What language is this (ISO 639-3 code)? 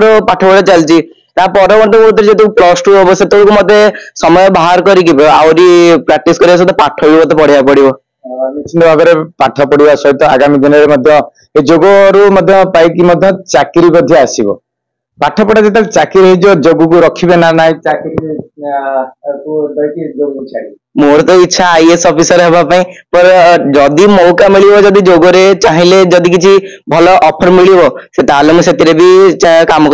ori